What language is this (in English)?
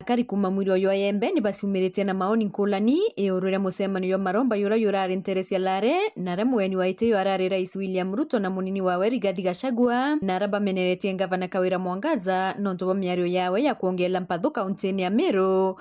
Meru